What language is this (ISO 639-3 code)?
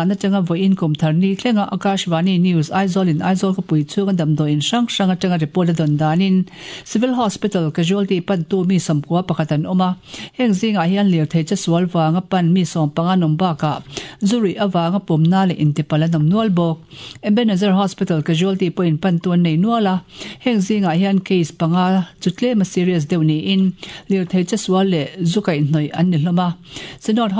lus